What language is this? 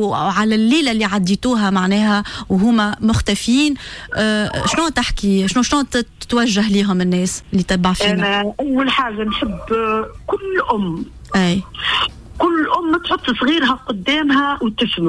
Tunisian Arabic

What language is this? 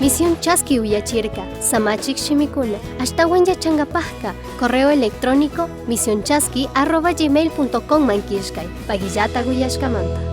Chimborazo Highland Quichua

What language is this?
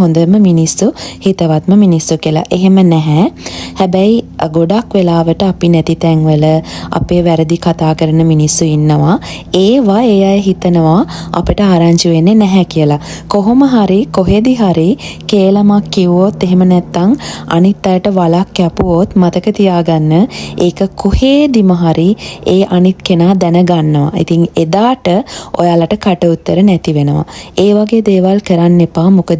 Sinhala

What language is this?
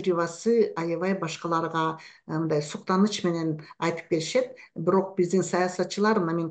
Kyrgyz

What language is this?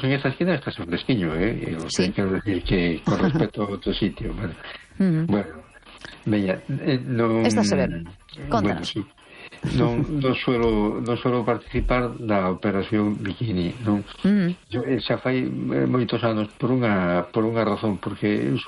Galician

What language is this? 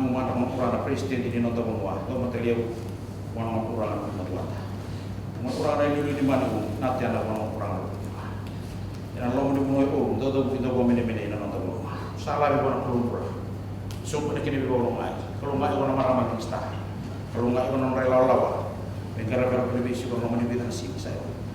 Fijian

